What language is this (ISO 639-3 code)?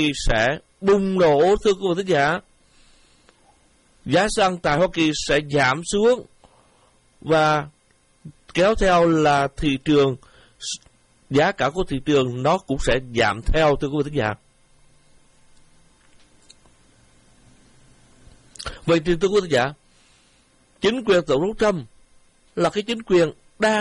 vie